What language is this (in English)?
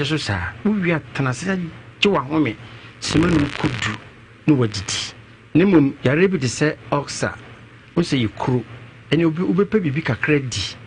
Akan